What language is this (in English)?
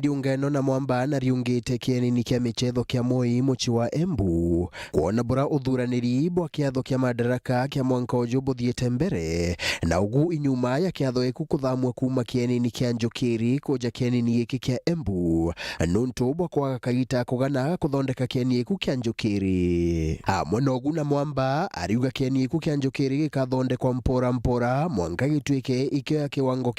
Meru